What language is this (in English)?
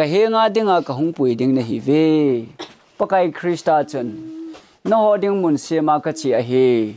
Thado Chin